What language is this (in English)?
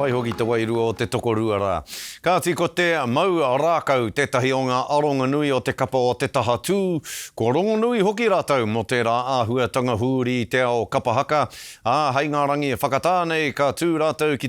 Māori